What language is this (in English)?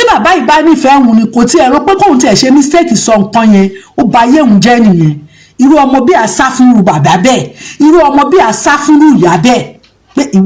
Yoruba